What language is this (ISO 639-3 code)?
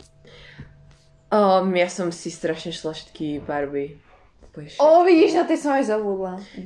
slk